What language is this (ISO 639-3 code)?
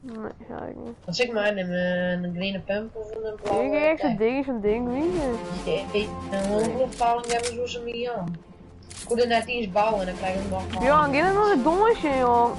fry